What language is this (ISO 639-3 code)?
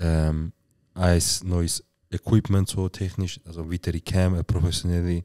gsw